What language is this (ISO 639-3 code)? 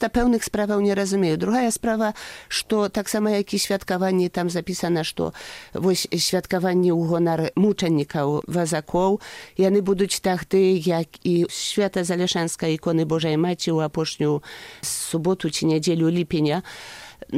bel